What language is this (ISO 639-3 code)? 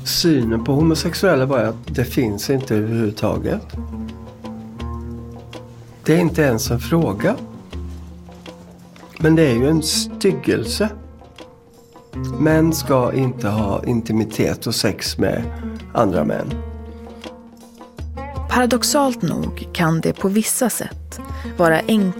swe